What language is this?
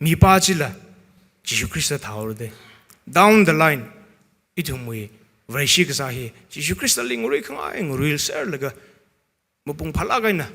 Tangkhul Naga (India)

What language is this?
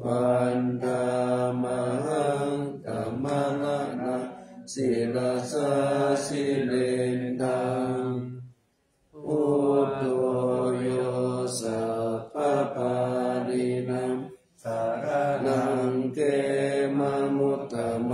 Pali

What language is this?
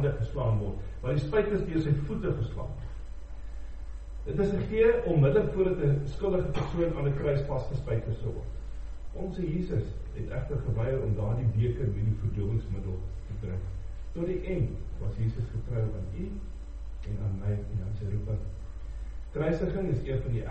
Afrikaans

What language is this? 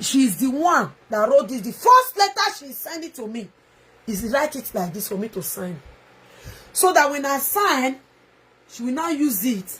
Nigerian Pidgin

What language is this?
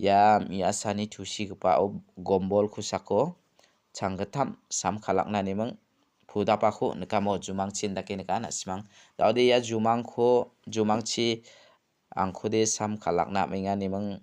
Garo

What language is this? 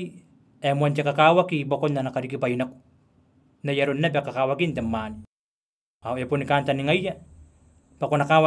Gilbertese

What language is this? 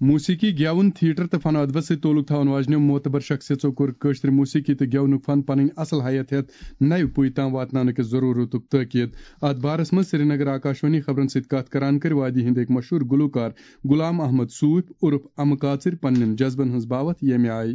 Kashmiri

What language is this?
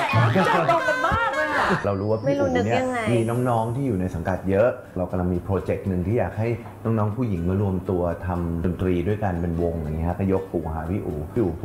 Thai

